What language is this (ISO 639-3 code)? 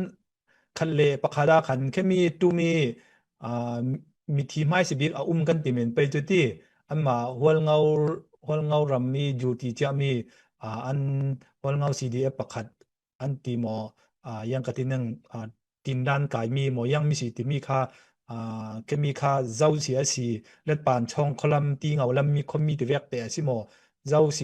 cfm